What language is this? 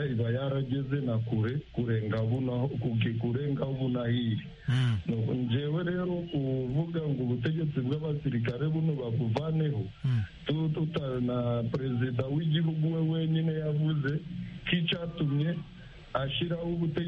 Kinyarwanda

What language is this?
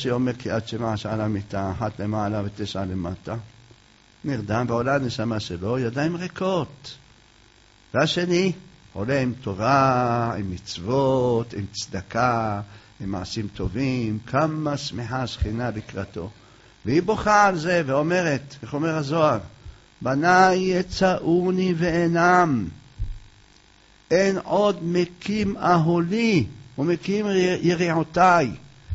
Hebrew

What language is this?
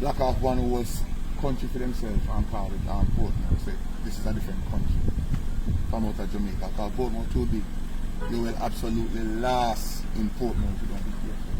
Jamaican Creole English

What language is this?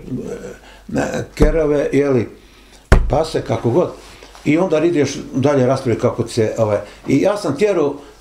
Bosnian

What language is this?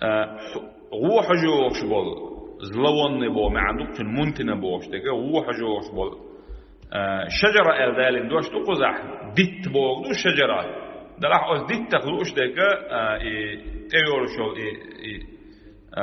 Chechen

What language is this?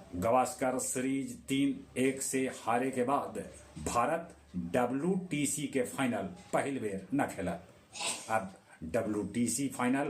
Magahi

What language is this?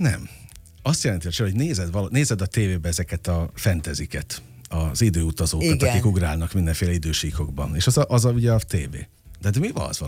Hungarian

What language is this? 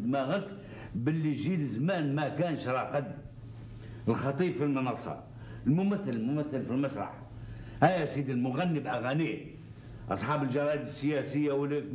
Algerian Arabic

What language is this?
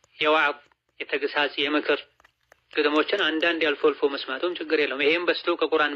Amharic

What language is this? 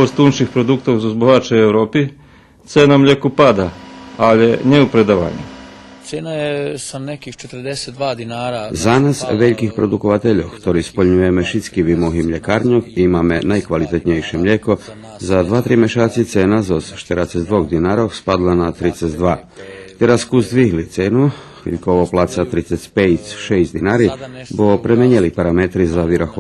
Rusyn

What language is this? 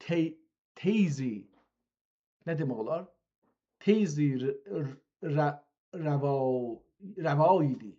South Azerbaijani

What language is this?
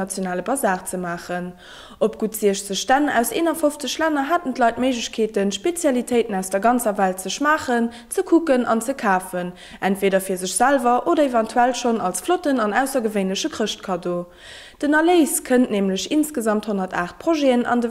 Luxembourgish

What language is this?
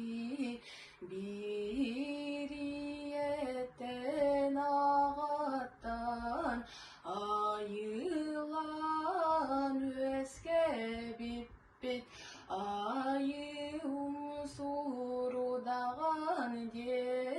Yakut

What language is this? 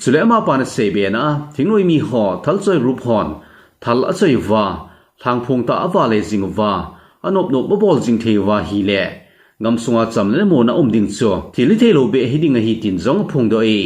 Thado Chin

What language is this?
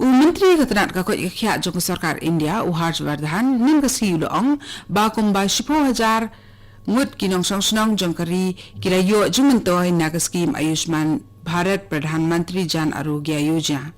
Khasi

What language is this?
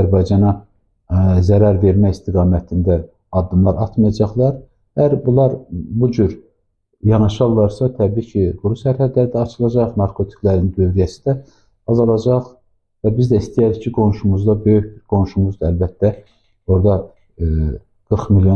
Azerbaijani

